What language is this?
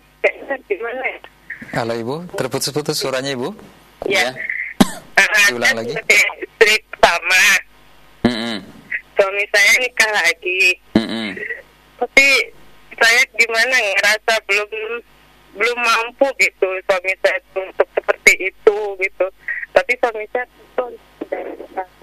Indonesian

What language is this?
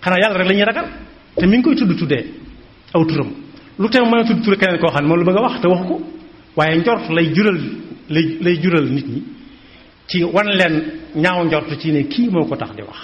Wolof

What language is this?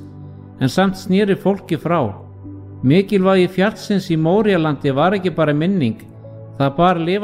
Icelandic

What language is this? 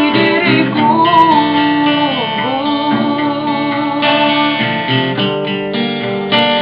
Malay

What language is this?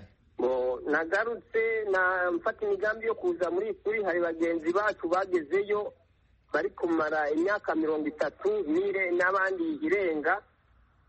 Kinyarwanda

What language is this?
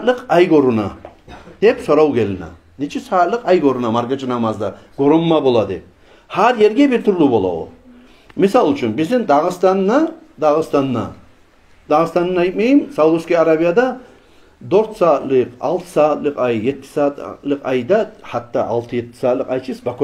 Kumyk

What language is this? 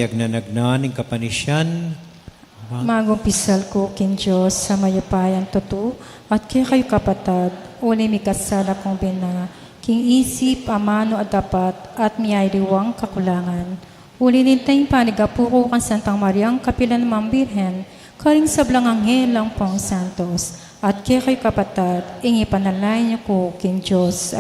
Pampanga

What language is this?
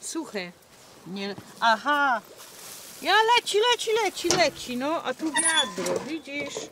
Silesian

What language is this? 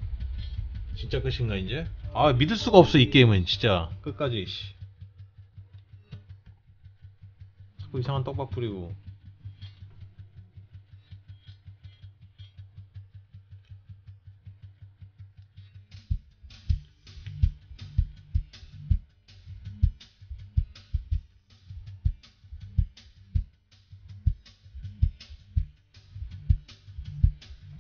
Korean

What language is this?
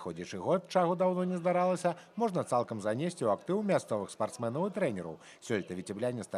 Belarusian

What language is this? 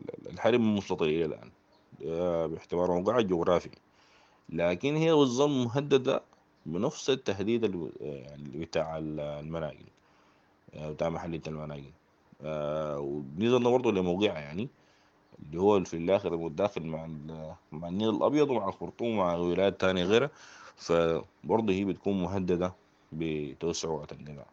Sudanese Arabic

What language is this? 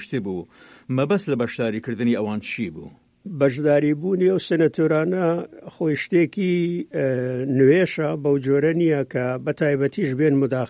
Central Kurdish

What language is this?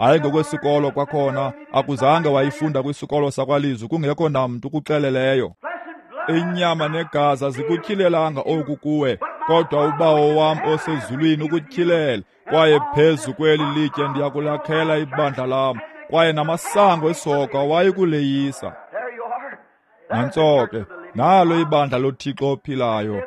Xhosa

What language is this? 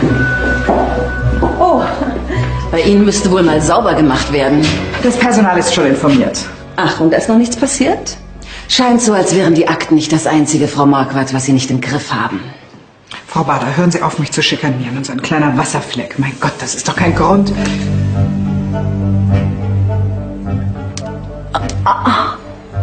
German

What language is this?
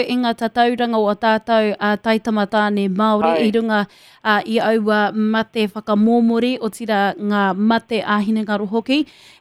Māori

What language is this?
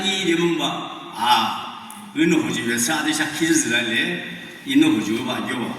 Yimchungru Naga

